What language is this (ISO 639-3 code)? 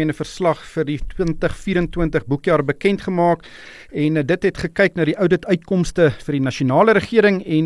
afr